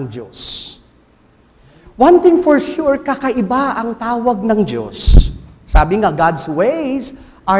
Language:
Filipino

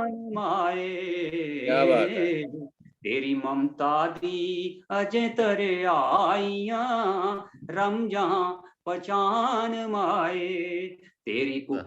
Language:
Dogri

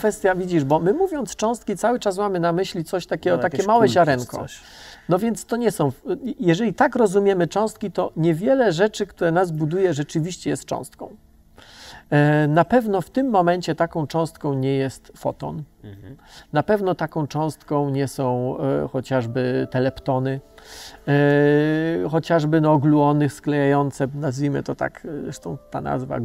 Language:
Polish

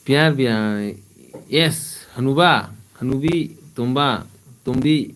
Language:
Manipuri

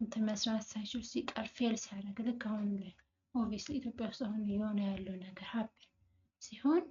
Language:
Amharic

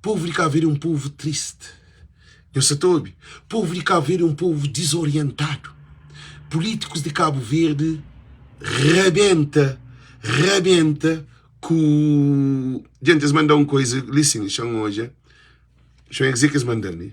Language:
Kabuverdianu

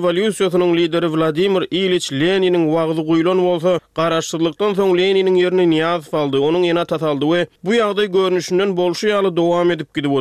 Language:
Turkmen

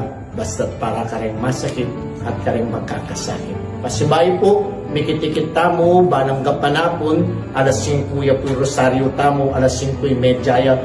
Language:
Pampanga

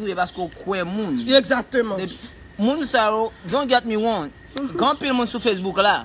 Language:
Haitian Creole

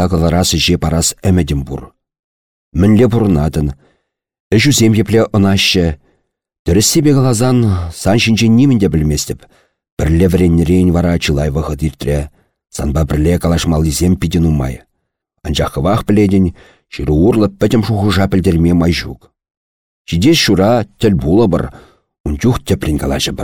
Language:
Chuvash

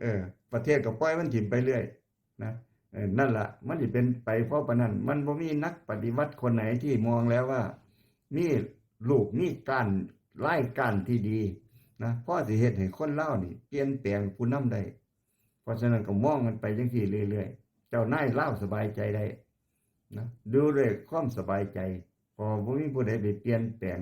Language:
Lao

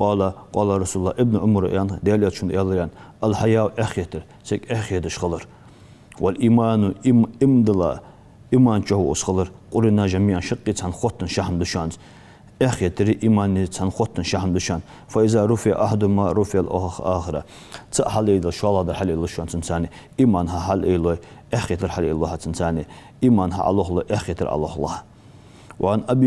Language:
Ingush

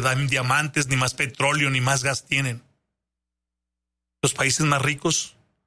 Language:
Spanish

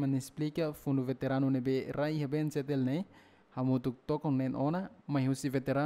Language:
Tetum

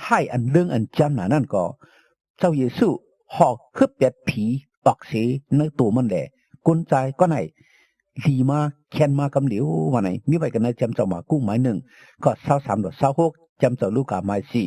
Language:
Shan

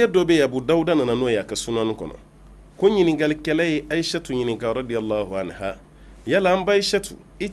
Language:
Bambara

